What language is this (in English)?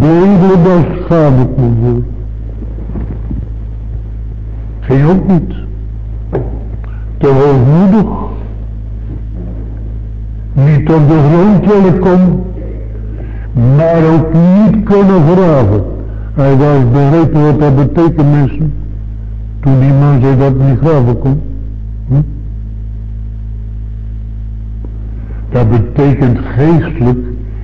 Dutch